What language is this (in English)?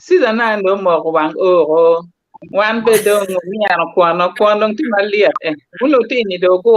Acoli